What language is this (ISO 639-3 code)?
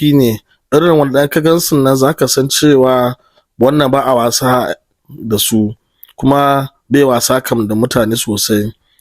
hau